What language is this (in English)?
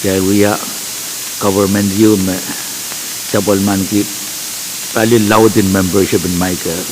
Pohnpeian